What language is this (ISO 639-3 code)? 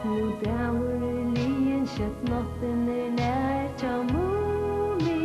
fao